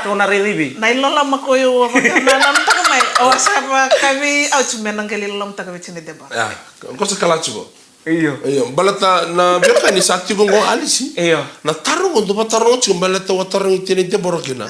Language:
Fijian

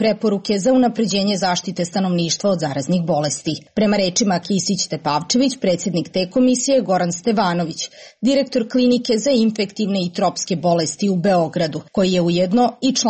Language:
Serbian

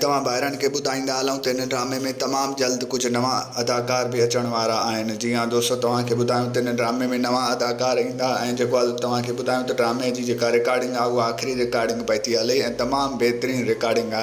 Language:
Sindhi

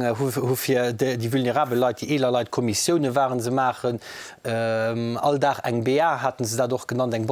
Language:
Luxembourgish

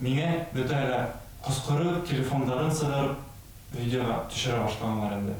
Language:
Bashkir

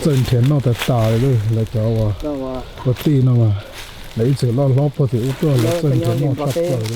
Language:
Hmong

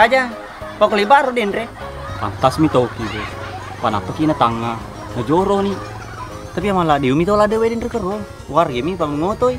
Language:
Buginese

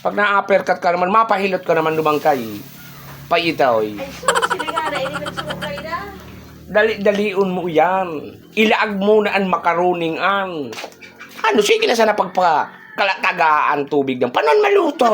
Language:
Bikol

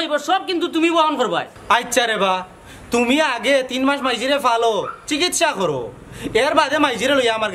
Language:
Sylheti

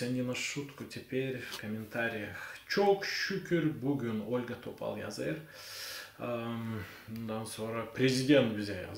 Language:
Gagauz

